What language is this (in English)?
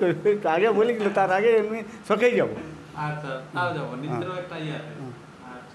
Bangla